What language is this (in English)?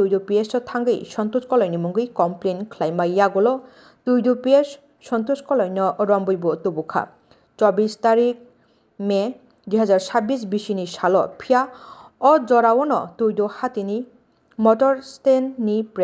Kok Borok